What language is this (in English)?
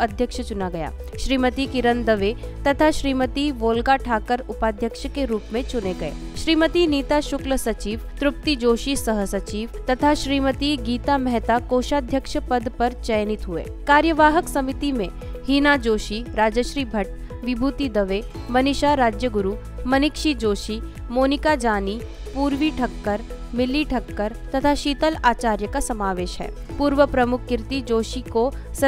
Hindi